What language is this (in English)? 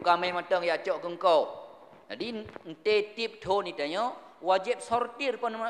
Achinese